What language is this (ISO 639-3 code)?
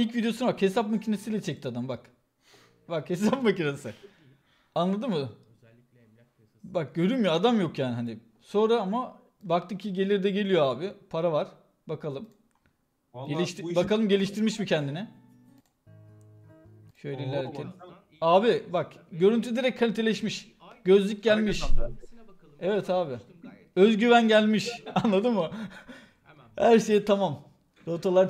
tur